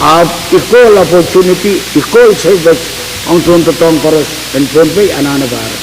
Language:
Pohnpeian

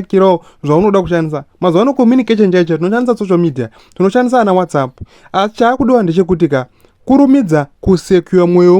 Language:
Shona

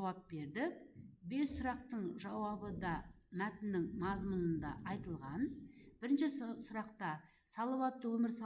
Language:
Kazakh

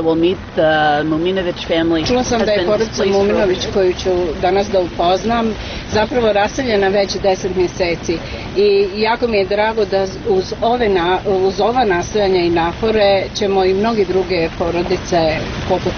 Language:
Bosnian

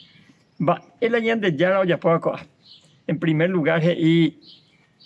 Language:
Guarani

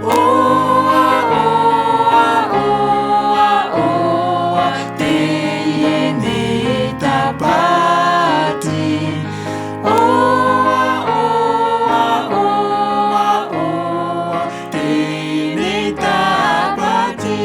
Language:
Tahitian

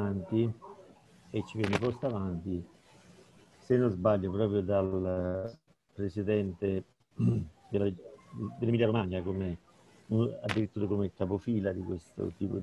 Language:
Italian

